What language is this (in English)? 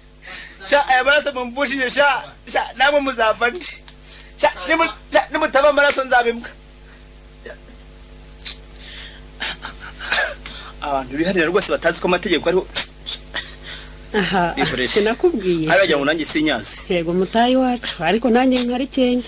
Kinyarwanda